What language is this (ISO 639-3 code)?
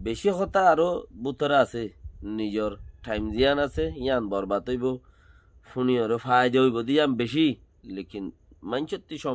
rhg